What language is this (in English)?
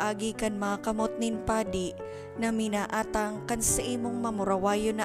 Bikol